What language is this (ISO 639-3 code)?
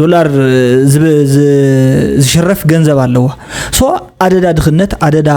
tir